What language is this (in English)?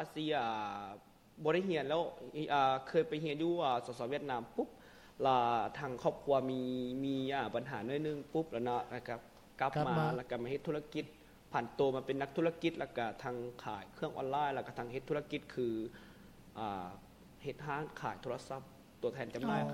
Lao